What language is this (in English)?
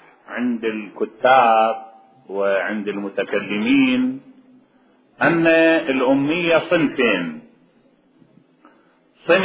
Arabic